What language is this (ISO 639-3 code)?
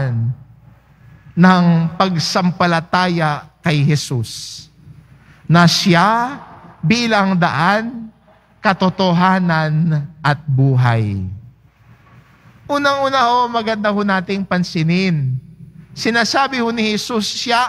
fil